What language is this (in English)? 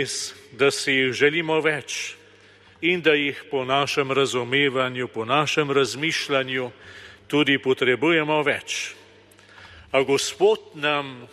Slovenian